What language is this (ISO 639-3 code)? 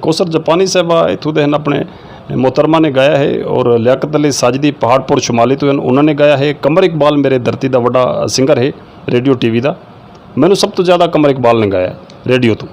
skr